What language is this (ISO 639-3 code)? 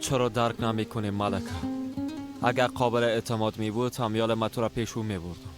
fas